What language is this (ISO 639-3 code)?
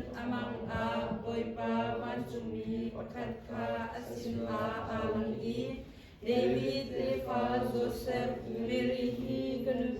cnh